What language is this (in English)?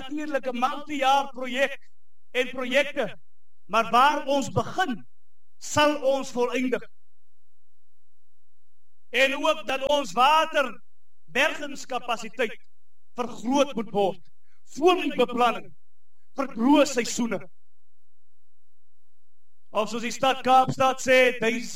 Afrikaans